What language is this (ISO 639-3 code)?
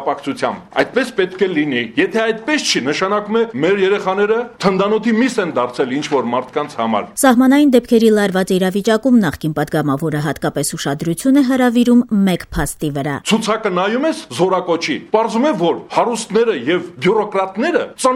hye